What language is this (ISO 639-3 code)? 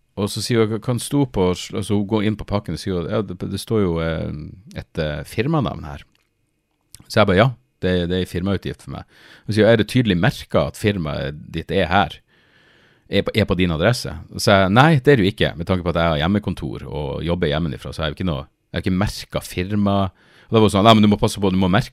nor